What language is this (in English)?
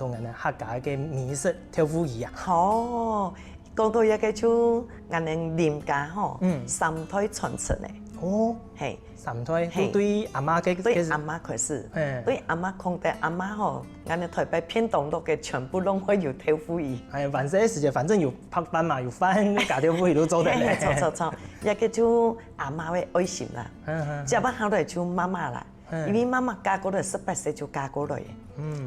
Hakka Chinese